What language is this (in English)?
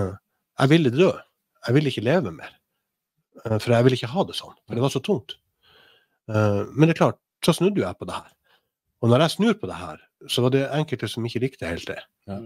Norwegian